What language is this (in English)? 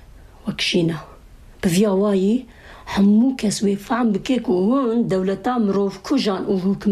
Kurdish